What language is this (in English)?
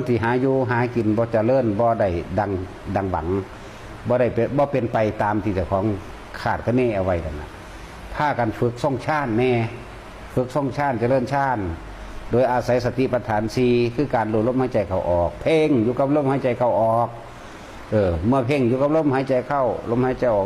Northeastern Thai